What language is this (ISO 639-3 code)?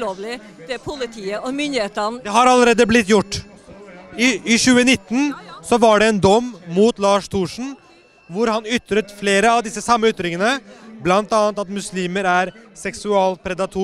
nor